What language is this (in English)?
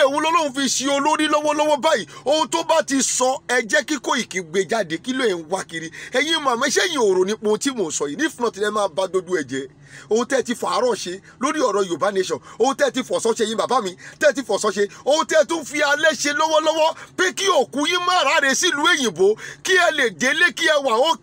Yoruba